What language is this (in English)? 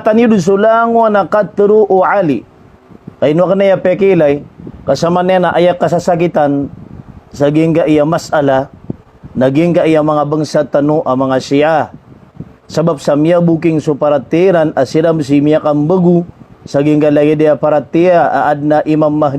Maranao